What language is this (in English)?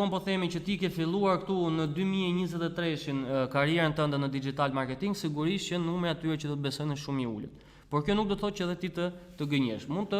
Albanian